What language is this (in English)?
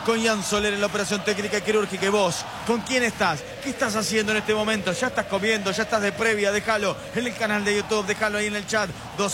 Spanish